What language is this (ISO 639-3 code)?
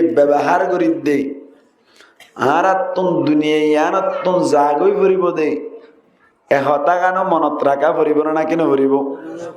rhg